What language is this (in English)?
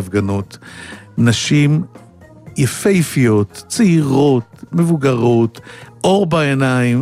Hebrew